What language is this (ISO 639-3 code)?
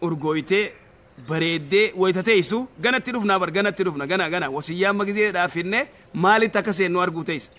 orm